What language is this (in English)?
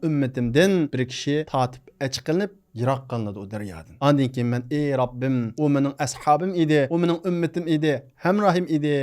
Uyghur